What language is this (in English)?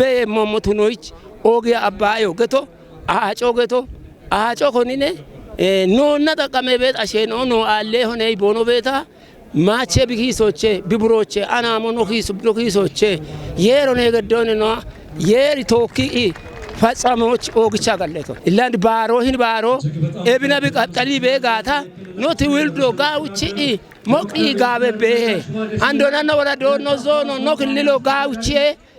Kafa